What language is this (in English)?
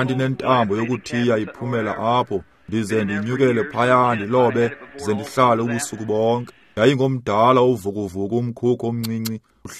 Xhosa